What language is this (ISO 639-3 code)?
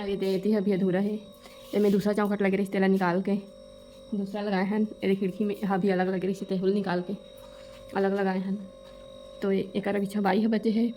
hne